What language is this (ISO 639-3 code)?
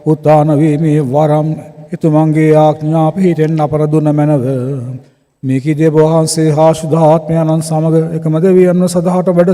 sin